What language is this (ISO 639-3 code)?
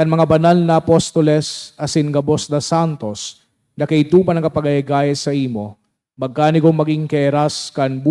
bik